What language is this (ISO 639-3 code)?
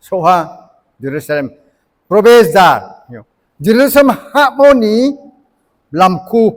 ria